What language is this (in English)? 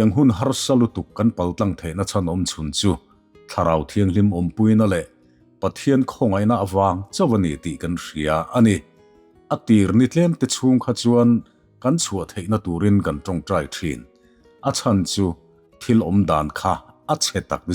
Mizo